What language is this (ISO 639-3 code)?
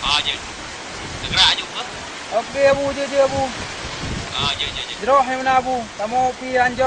ace